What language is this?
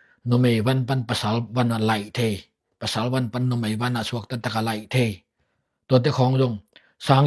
Tedim Chin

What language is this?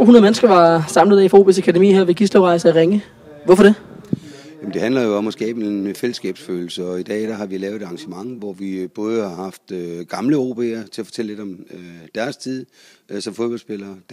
Danish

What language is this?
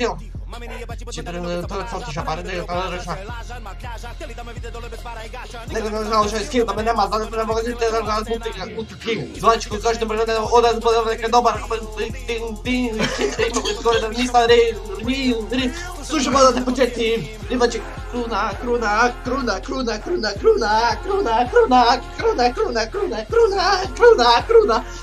Croatian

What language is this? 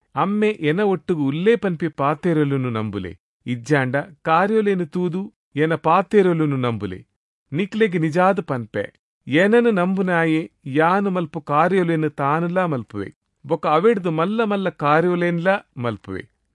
Tulu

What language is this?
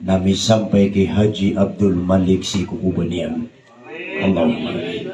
Maranao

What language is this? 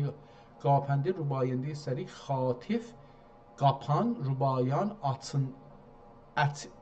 South Azerbaijani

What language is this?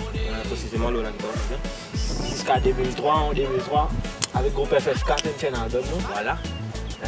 Morisyen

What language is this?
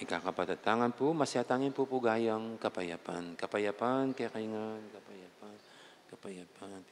Pampanga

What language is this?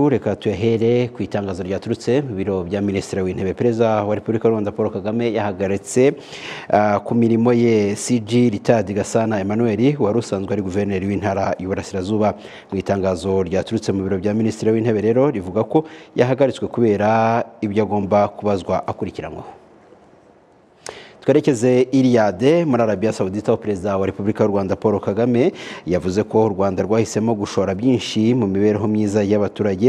Kinyarwanda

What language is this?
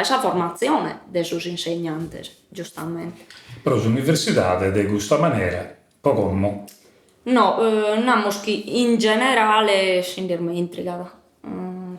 Sardinian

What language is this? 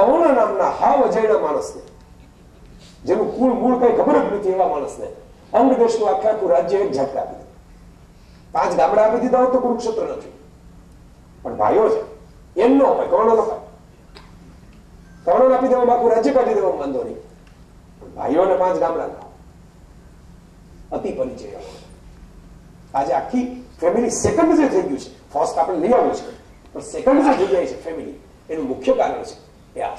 Gujarati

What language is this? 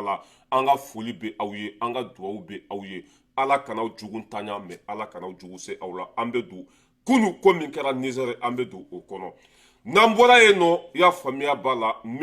Bambara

